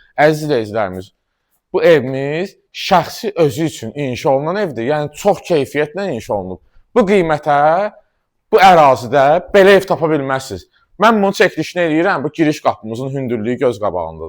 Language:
Azerbaijani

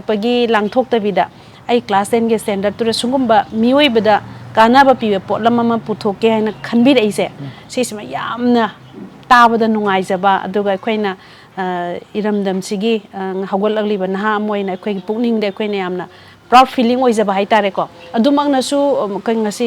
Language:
Manipuri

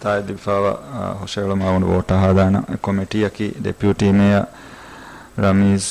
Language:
Divehi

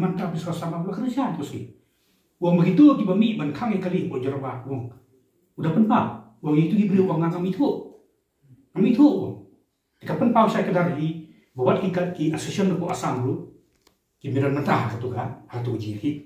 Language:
Khasi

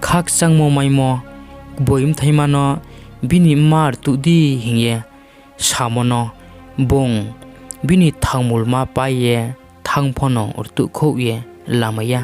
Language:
Riang (India)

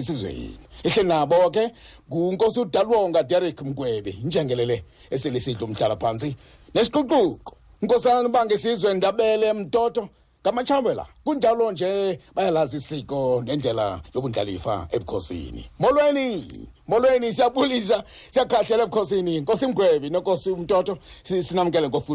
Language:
Xhosa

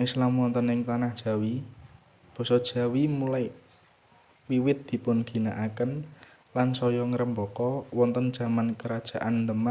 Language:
Javanese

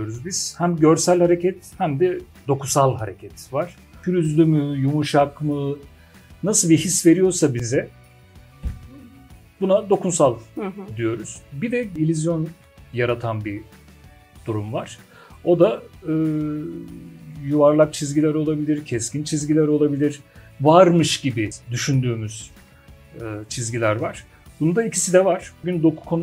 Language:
Turkish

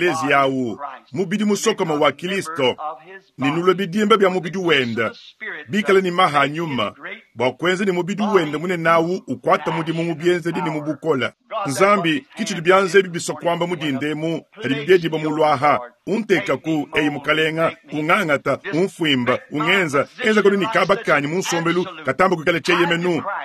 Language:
Luba-Lulua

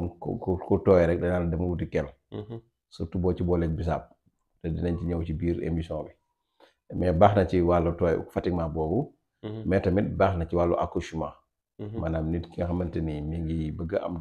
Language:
Wolof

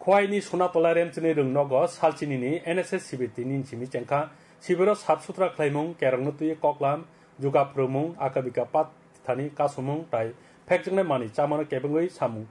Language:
Kok Borok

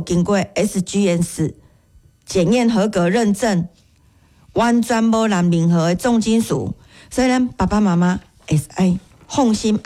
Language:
Min Nan Chinese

